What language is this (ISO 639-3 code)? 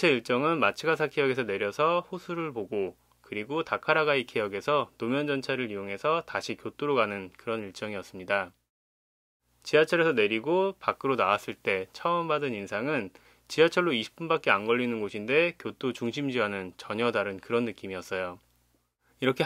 kor